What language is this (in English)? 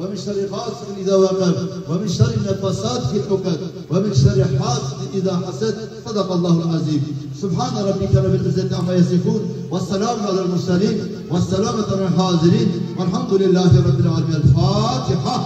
Kurdish